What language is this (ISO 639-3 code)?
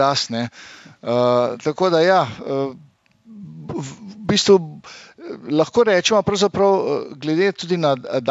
slv